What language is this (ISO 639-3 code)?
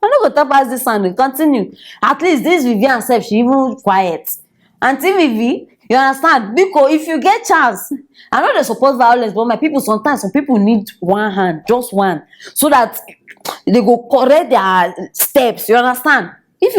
pcm